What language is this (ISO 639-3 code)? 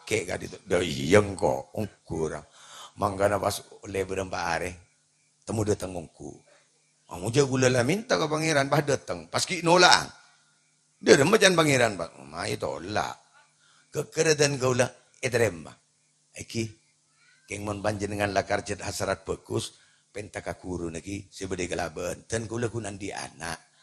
mad